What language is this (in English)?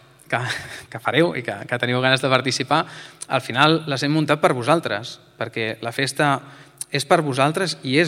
Catalan